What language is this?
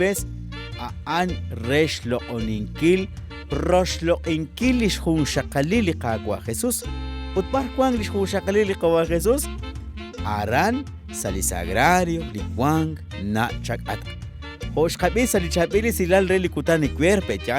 Kekchí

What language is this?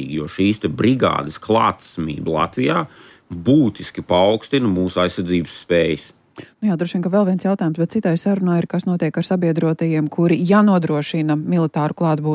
Latvian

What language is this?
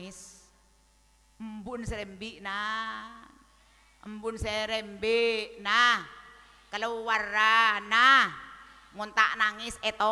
Madurese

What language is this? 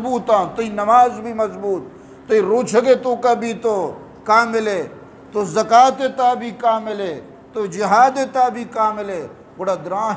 Eastern Balochi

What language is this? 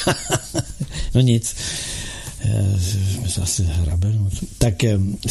Czech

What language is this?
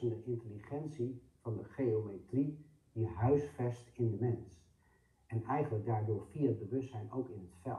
Dutch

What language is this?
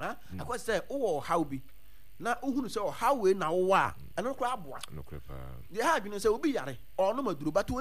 Akan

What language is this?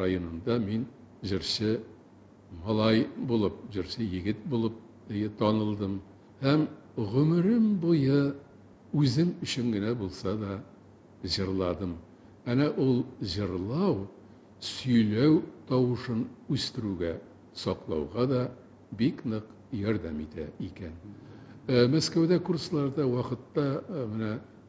Tatar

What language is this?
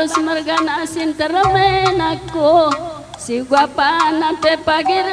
Batak Karo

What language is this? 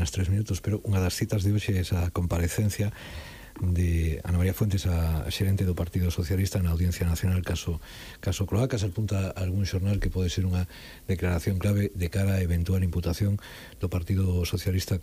Galician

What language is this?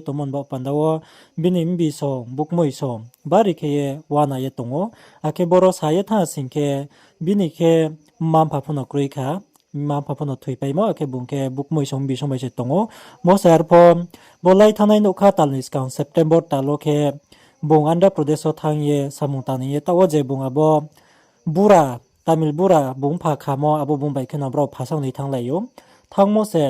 Riang (India)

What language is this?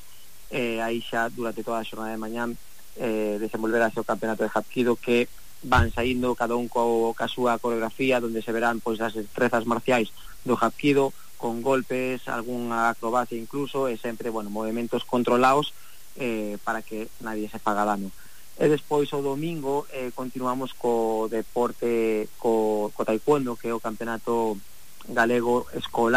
Galician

